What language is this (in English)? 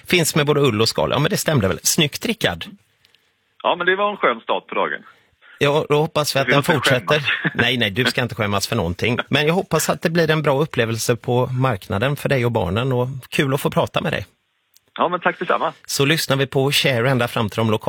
Swedish